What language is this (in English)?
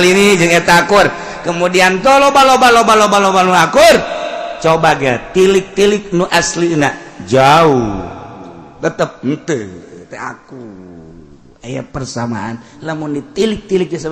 Sundanese